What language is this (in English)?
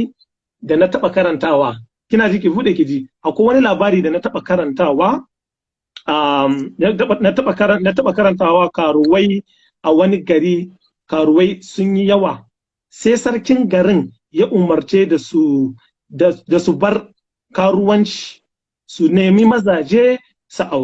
Hausa